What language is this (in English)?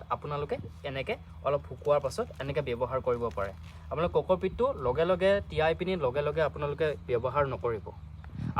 Assamese